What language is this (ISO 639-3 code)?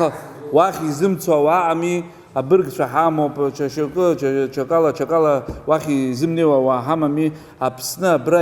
abk